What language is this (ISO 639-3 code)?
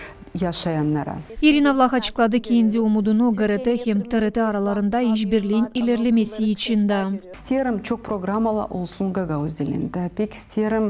gag